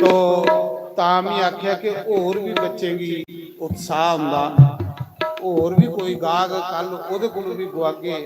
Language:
Dogri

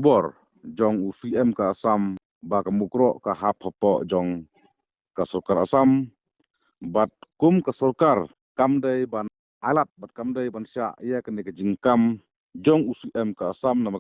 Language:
Khasi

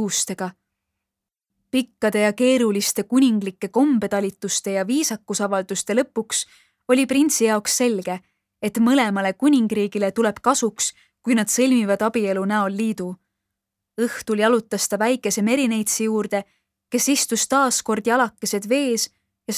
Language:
Estonian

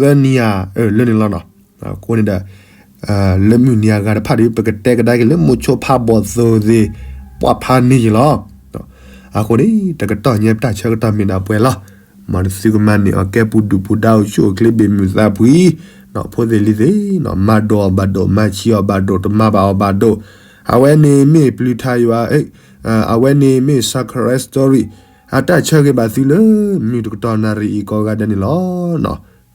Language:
S'gaw Karen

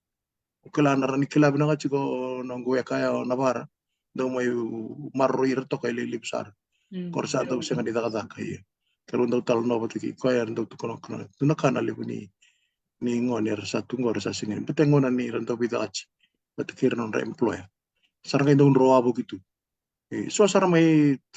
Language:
Fijian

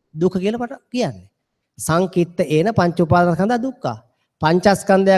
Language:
Sinhala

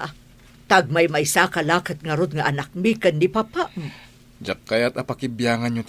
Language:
Iloko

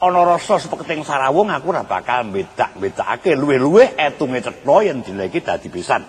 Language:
Javanese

